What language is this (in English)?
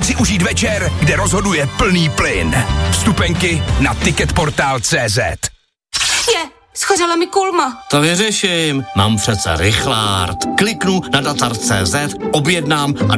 Czech